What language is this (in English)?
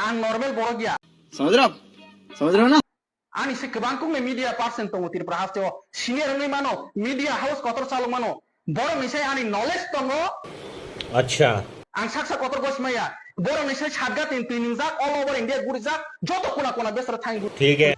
Kok Borok